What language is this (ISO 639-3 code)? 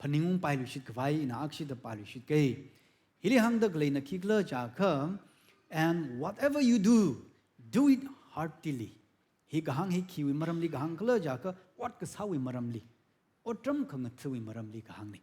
nmf